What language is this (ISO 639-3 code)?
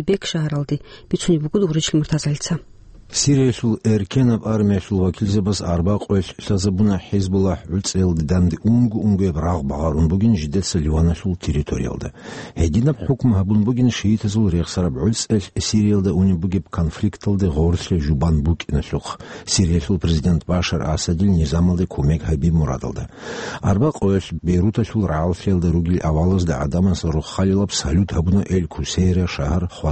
ava